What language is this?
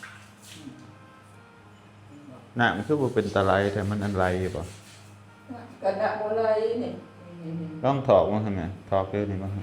Lao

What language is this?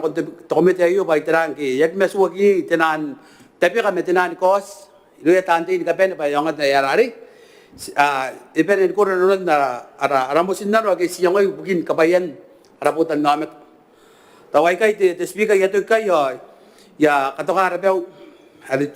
Gilbertese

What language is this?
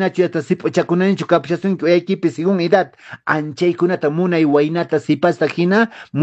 Quechua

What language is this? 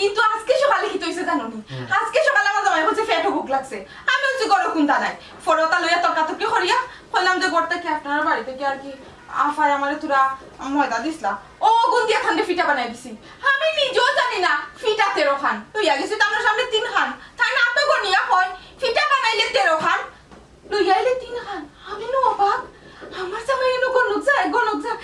Sylheti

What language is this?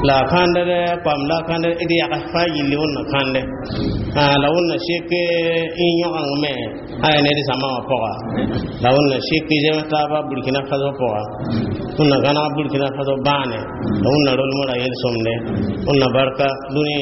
Mossi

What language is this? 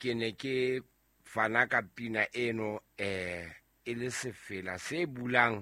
Southern Sotho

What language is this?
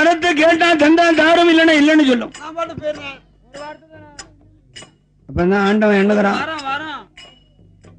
Tamil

